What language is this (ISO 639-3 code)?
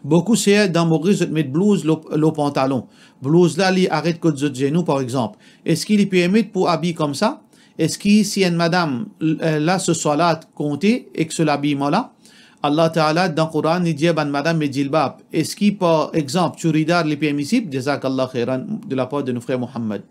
mfe